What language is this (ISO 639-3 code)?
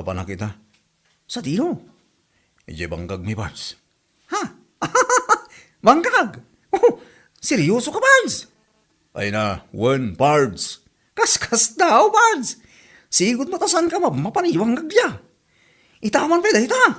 ilo